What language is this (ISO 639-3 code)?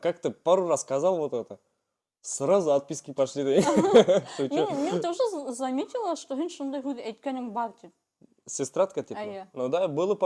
bak